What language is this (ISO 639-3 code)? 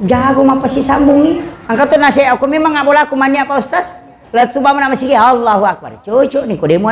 bug